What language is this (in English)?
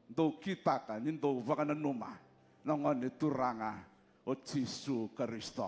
Fijian